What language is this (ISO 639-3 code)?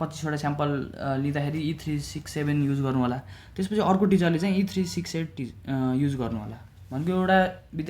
nep